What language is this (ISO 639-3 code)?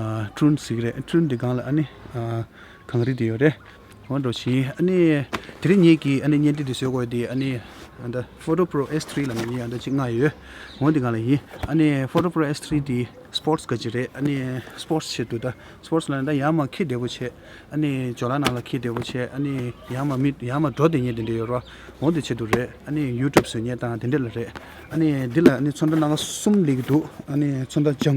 bod